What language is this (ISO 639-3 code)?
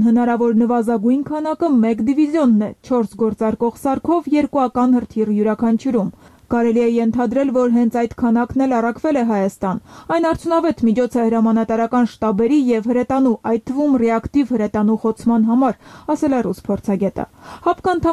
hye